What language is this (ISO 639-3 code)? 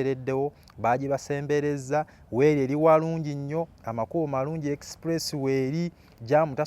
lug